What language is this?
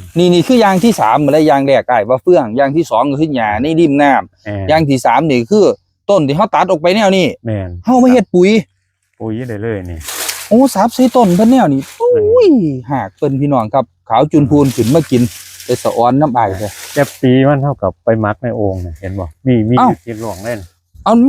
Northeastern Thai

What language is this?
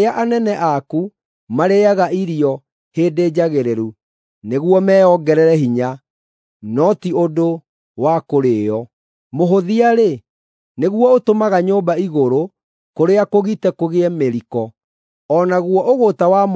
Kikuyu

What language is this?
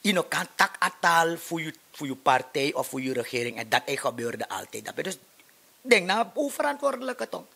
Sranan Tongo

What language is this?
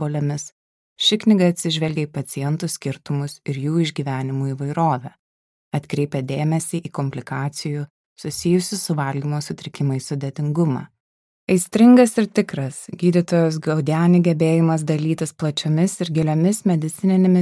Lithuanian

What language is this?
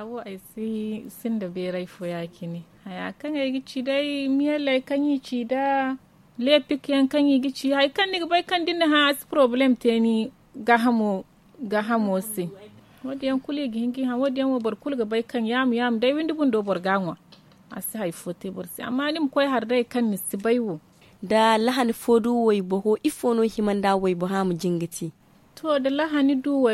Zarma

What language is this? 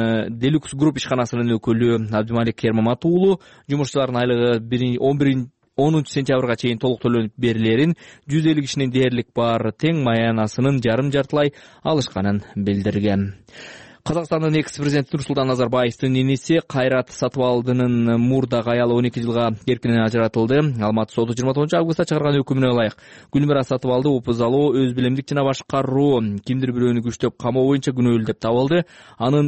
Kyrgyz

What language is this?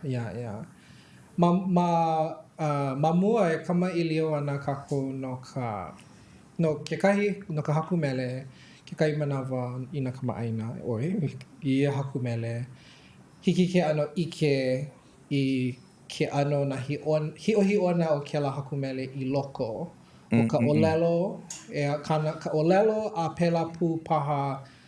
Hawaiian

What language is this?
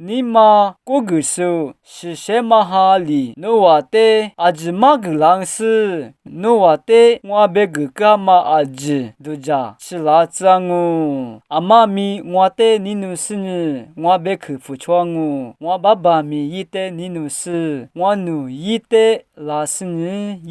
Lisu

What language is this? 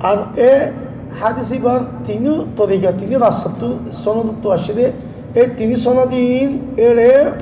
Rohingya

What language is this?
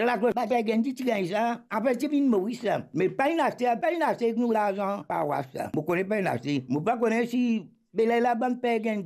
Morisyen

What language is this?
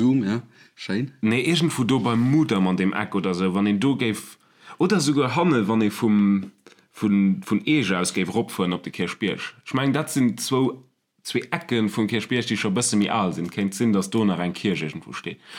Luxembourgish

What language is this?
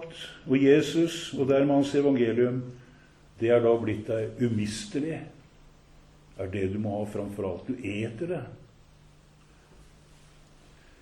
Norwegian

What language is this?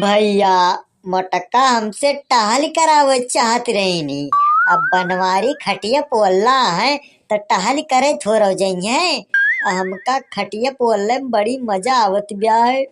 Awadhi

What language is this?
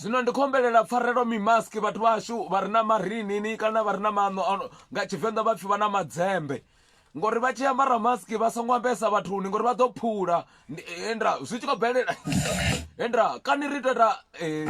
Venda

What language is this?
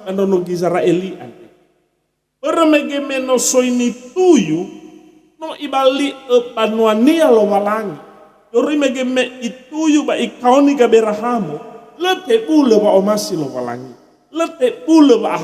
Nias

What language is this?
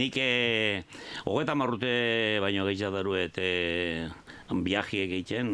Basque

